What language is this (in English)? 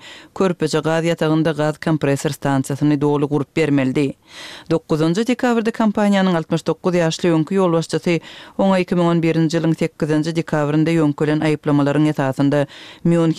Turkmen